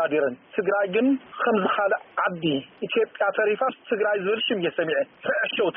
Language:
Tigrinya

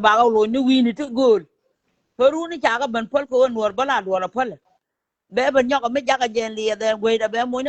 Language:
Nuer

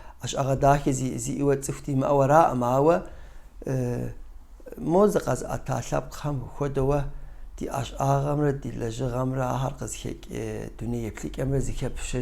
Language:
Kabardian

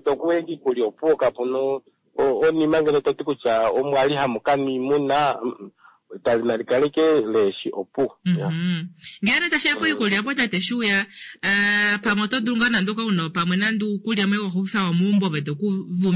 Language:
Kuanyama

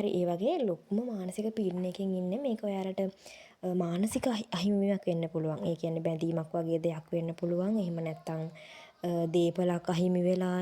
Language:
Sinhala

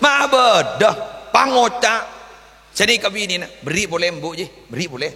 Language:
Madurese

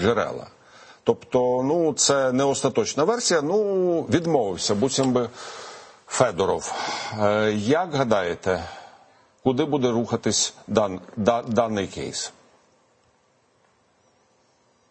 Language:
Ukrainian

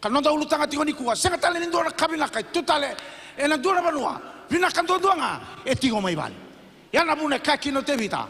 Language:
Fijian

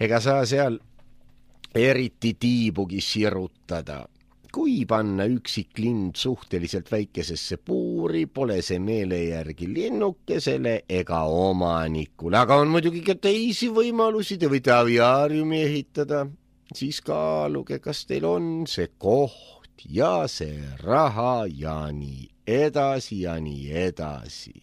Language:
Estonian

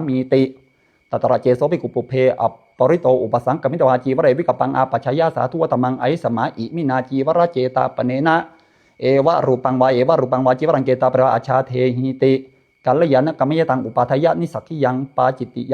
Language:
Pali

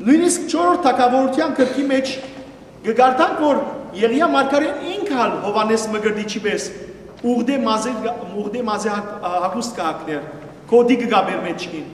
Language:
Western Armenian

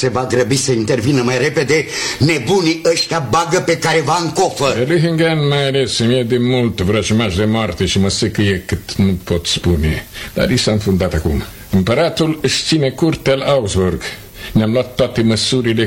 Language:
Romanian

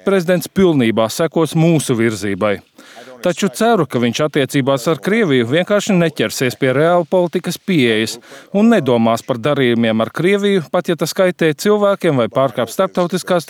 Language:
Latvian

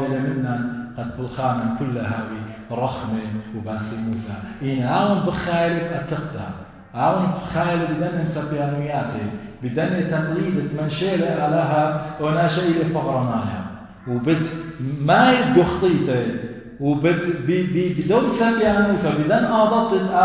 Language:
Assyrian Neo-Aramaic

